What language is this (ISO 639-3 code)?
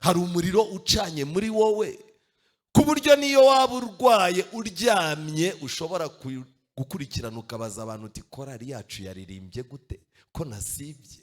kin